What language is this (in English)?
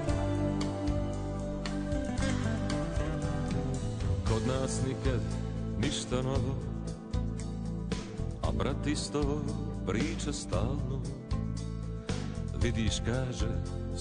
Croatian